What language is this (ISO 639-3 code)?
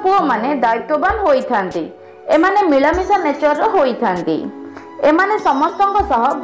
ori